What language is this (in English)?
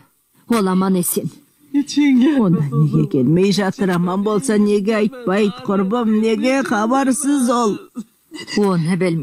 Kazakh